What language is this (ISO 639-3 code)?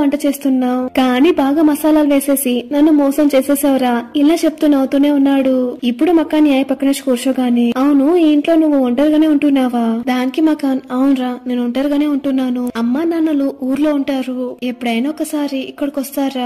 tel